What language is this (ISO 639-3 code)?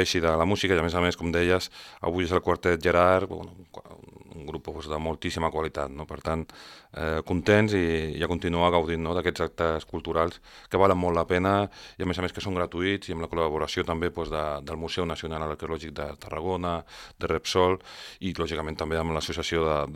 cat